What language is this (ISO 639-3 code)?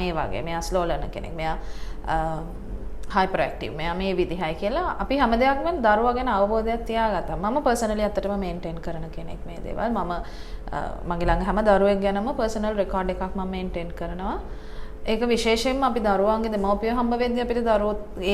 sin